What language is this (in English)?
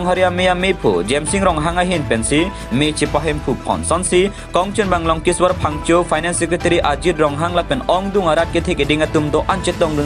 Karbi